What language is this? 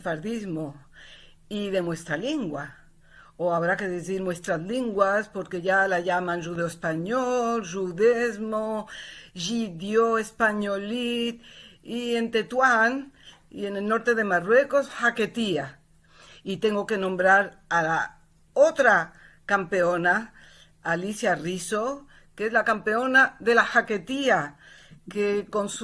Ladino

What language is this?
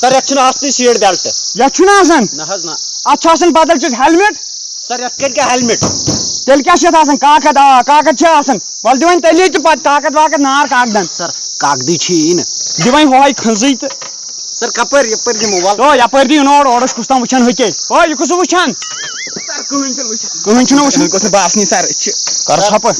Kashmiri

